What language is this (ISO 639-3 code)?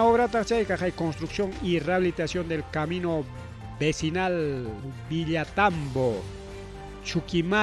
quy